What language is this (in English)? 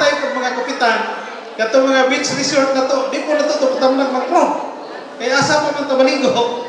Cebuano